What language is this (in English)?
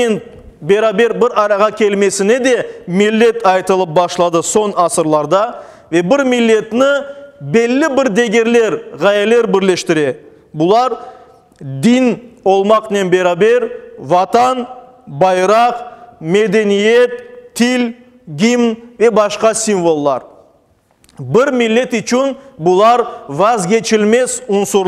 Crimean Tatar